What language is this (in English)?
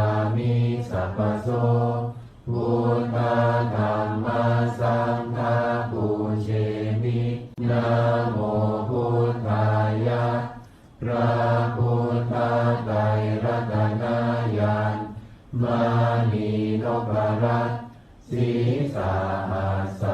Pali